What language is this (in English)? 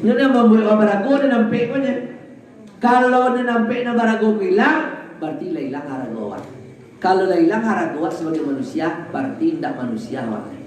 Minangkabau